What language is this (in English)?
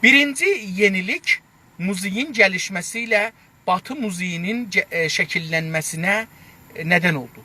South Azerbaijani